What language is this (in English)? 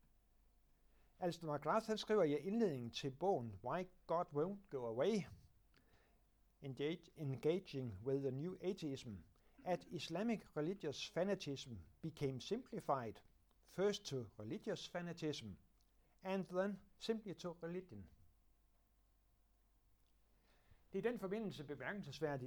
Danish